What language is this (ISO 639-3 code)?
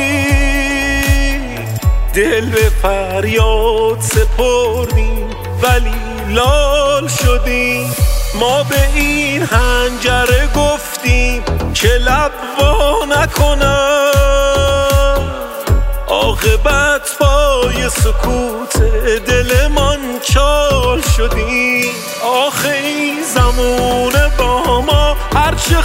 fas